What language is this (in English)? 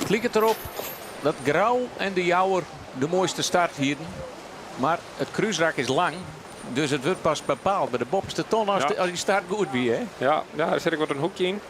Western Frisian